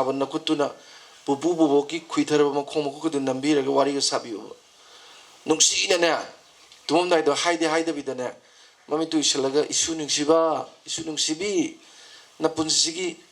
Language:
Manipuri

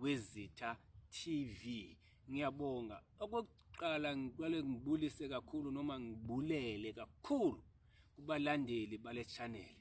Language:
Zulu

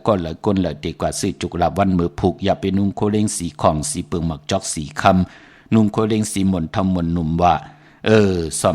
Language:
Shan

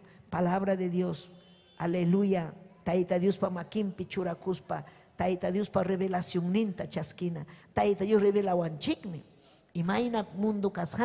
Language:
Ayacucho Quechua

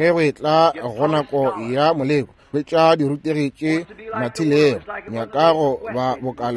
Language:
Northern Sotho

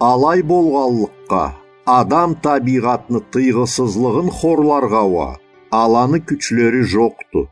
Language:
Karachay-Balkar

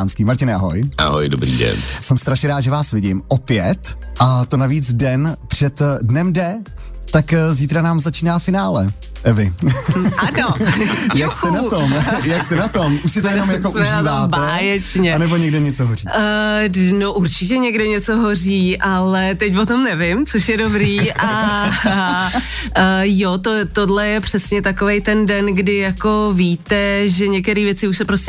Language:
Czech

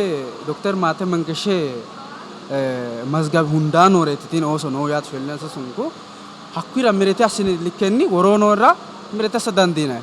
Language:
Sidamo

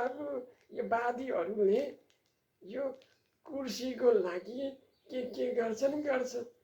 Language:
Nepali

